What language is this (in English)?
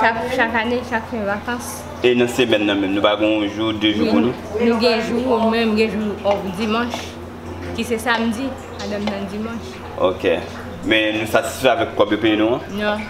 Haitian Creole